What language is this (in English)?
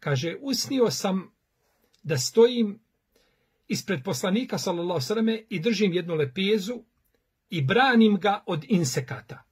Bosnian